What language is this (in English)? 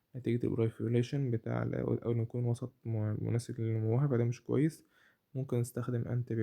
Egyptian Arabic